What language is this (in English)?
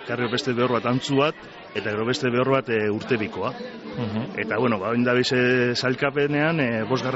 Basque